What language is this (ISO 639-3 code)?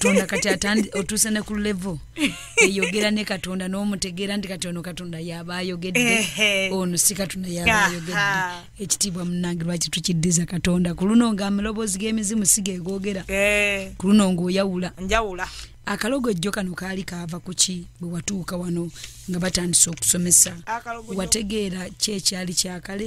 lug